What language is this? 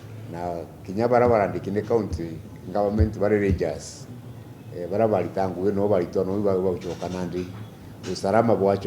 Meru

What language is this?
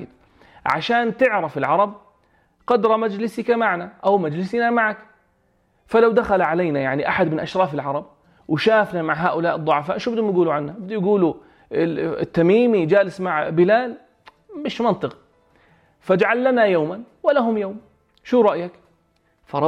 North Levantine Arabic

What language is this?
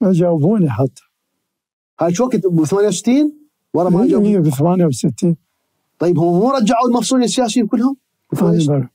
Mesopotamian Arabic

